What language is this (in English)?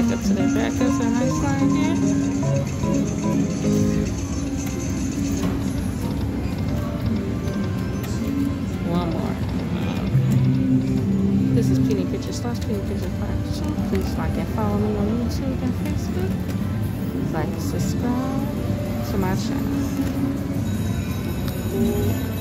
English